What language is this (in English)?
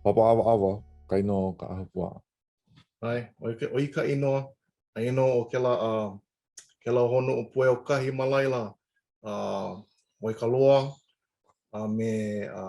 Hawaiian